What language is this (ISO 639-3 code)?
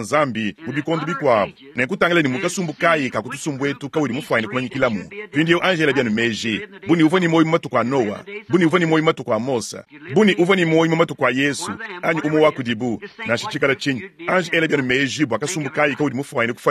lua